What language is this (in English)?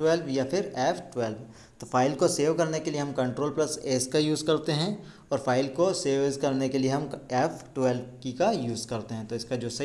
Hindi